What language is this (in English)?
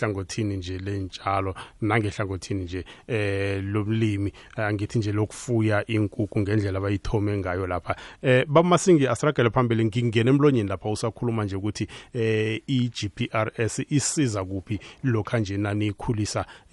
South Ndebele